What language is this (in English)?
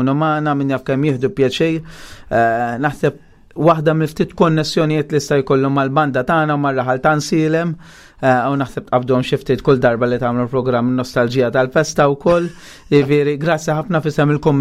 Maltese